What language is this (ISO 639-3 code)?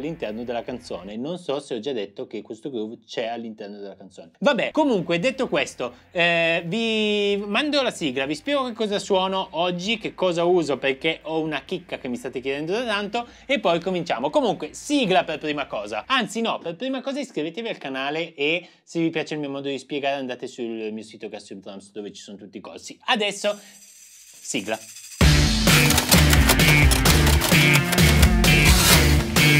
ita